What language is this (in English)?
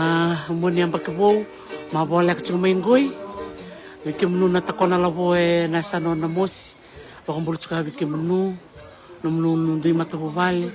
Fijian